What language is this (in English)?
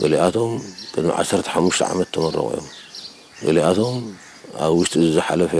Tigrinya